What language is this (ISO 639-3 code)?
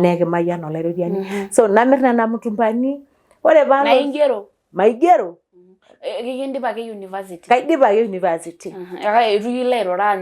mas